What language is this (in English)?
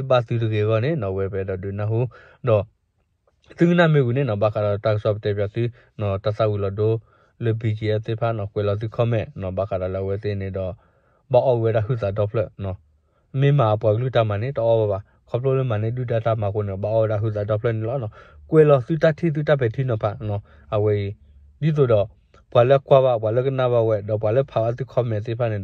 S'gaw Karen